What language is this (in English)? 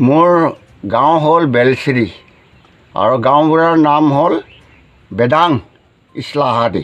Karbi